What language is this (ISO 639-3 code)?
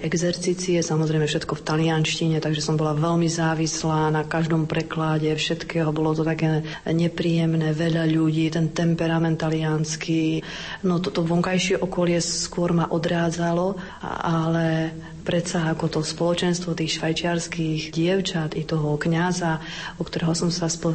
slk